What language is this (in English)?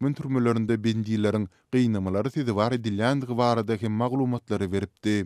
Turkmen